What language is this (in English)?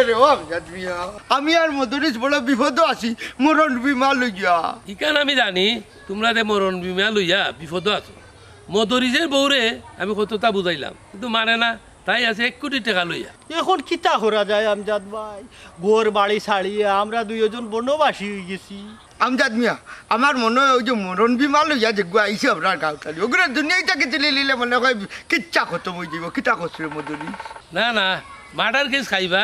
Sylheti